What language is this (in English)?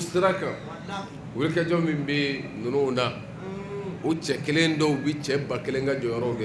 Bambara